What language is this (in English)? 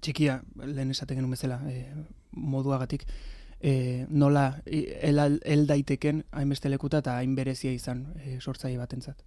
Basque